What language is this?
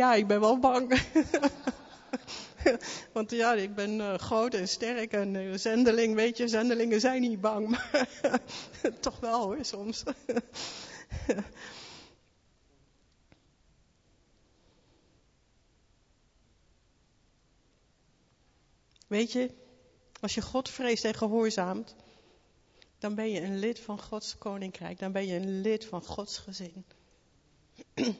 Dutch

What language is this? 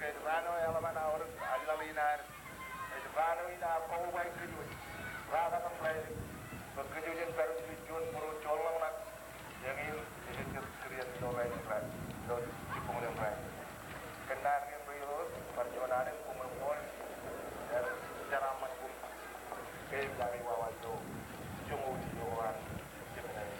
Marshallese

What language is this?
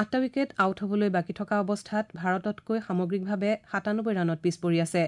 Assamese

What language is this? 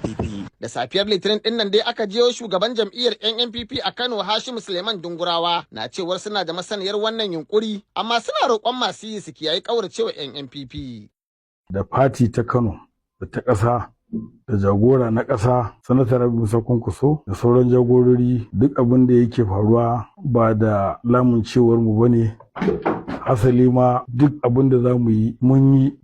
Hausa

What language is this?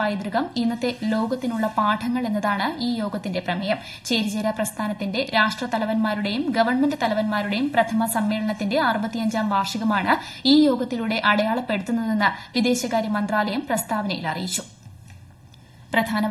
Malayalam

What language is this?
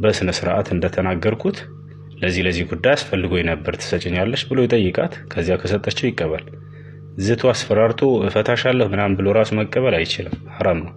Amharic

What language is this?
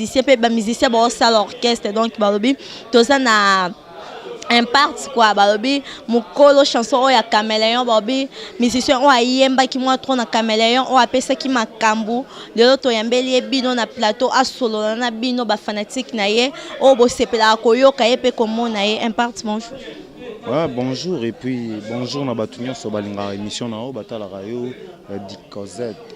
Lingala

